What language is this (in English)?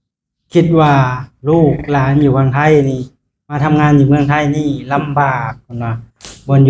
Lao